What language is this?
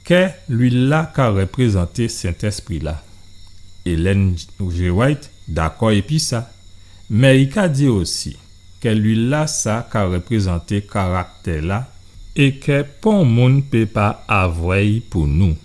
Guadeloupean Creole French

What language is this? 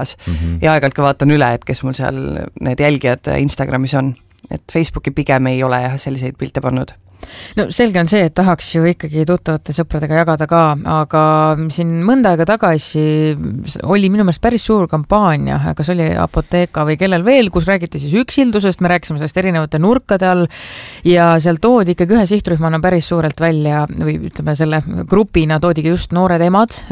Estonian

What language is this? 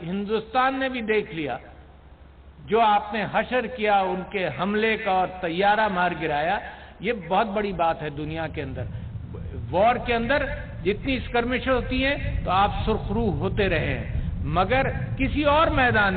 Urdu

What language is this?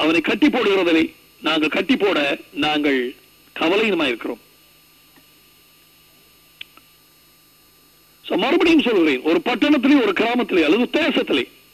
Tamil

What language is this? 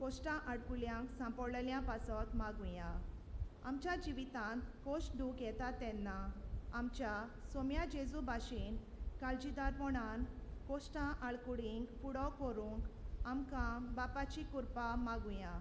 Konkani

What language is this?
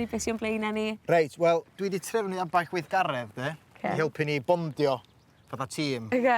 Welsh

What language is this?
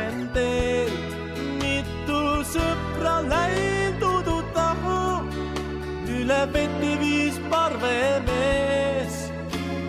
Estonian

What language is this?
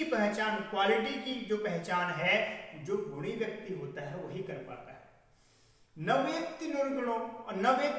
Hindi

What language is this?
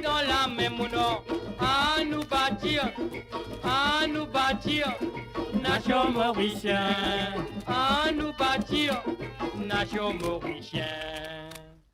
Morisyen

